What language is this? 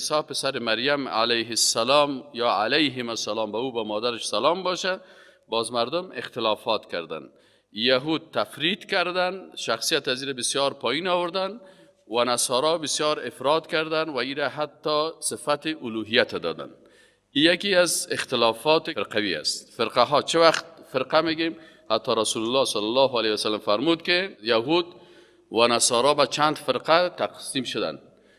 Persian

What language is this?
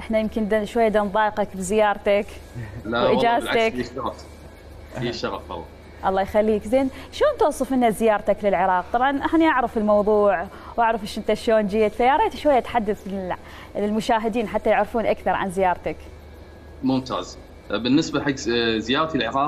Mesopotamian Arabic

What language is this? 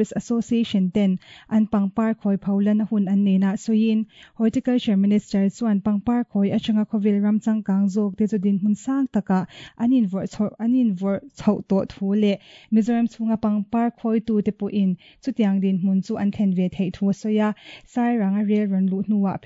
Mizo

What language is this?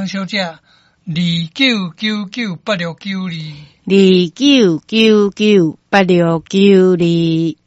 Min Nan Chinese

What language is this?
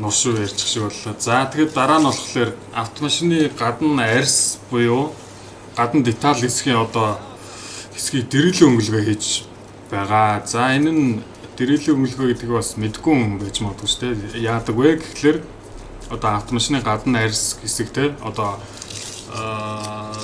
Mongolian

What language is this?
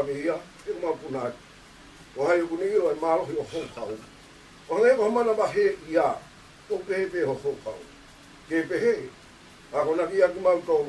Tongan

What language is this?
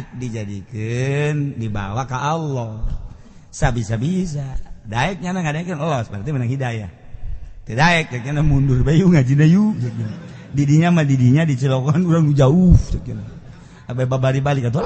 Sundanese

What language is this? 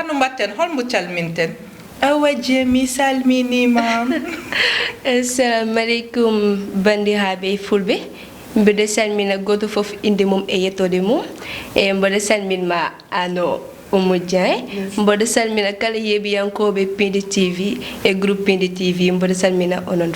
Fula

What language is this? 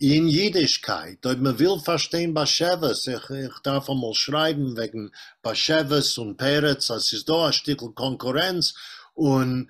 Yiddish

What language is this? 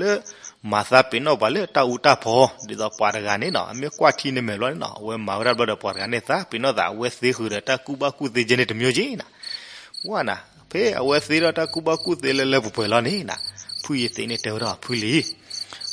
S'gaw Karen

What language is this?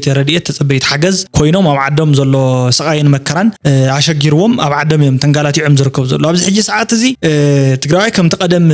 Tigrinya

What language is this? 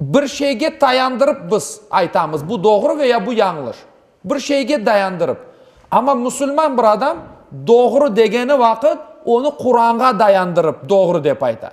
Crimean Tatar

